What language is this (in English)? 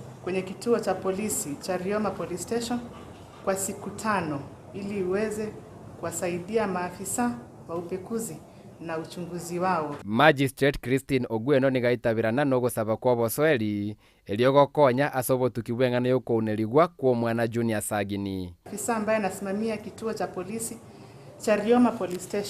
Gusii